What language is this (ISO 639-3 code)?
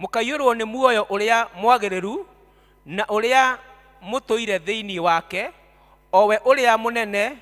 kik